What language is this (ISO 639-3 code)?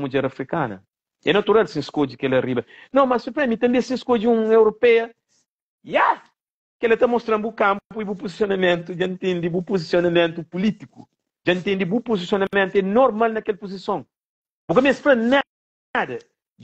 kea